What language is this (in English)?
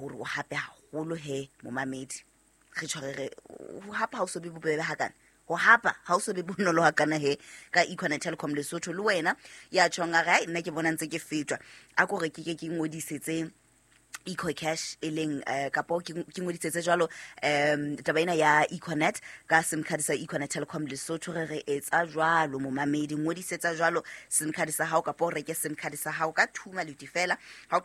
Southern Sotho